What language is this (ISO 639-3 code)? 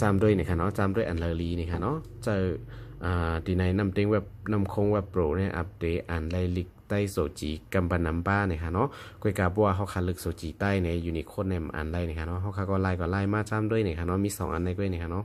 shn